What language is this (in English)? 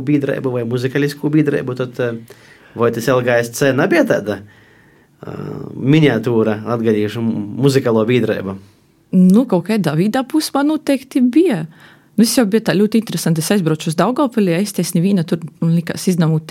Latvian